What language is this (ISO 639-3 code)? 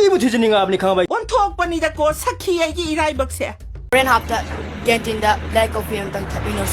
mni